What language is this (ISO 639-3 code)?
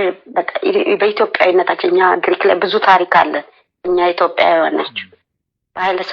amh